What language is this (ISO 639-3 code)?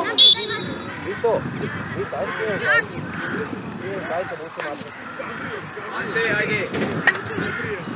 hrv